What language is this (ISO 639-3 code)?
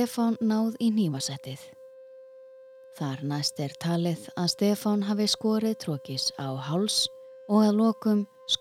isl